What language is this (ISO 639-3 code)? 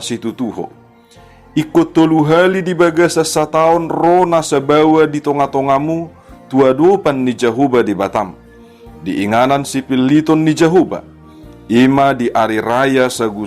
bbc